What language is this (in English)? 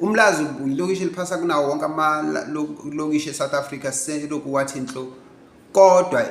Zulu